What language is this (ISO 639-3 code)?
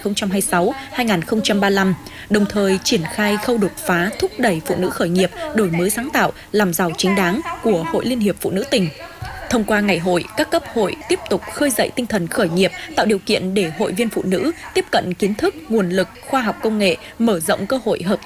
vie